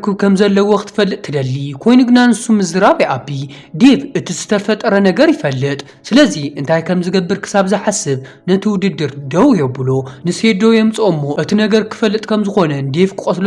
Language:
Tigrinya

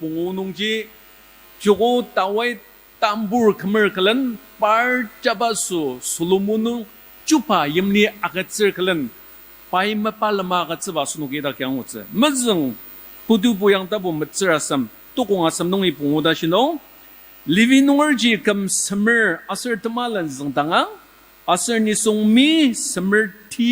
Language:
Ao Naga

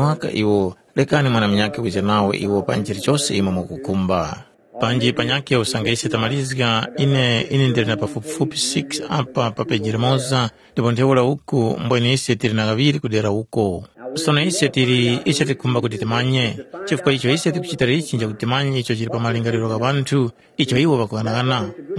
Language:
Tumbuka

